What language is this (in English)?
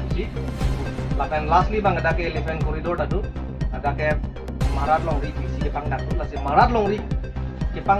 Karbi